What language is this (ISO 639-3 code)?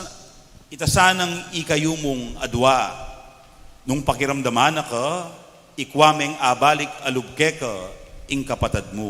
pam